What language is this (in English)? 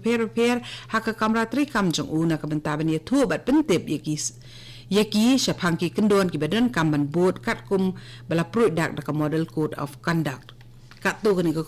Khasi